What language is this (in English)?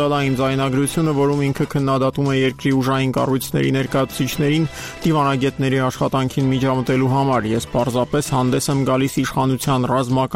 Armenian